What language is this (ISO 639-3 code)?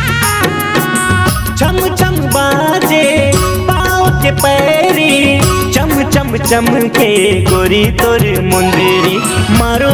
hne